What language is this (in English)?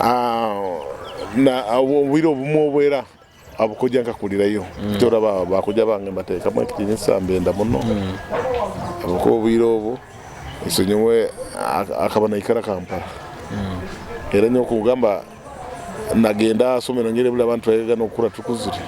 Nyoro